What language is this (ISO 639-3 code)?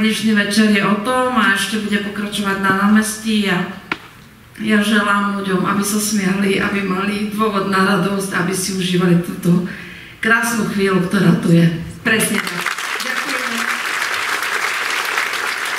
slk